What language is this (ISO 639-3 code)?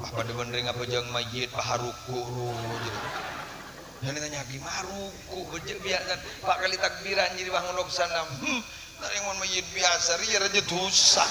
mad